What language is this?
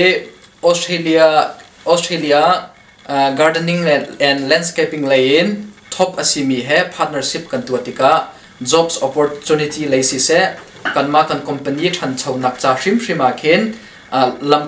Hakha Chin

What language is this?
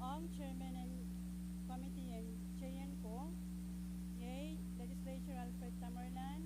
Pohnpeian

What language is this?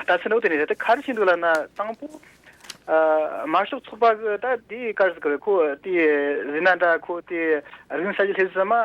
Tibetan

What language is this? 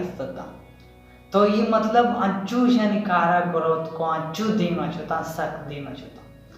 Baluchi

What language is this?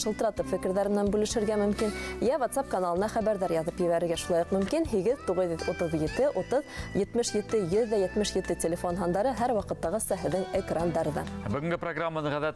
Bashkir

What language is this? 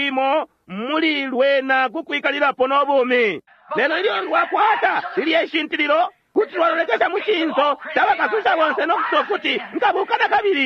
Bemba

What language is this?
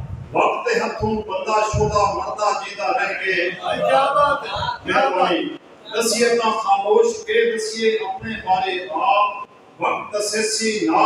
Saraiki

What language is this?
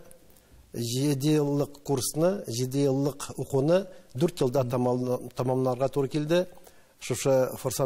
Tatar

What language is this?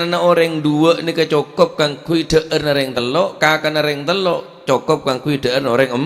Madurese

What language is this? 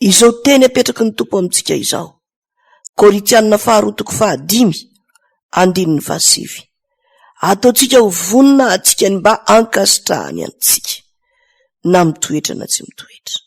Malagasy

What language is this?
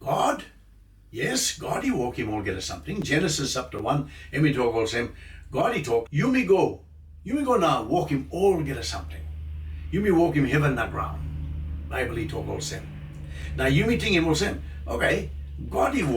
Tok Pisin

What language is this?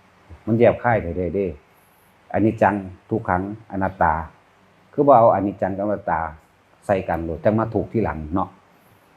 Northeastern Thai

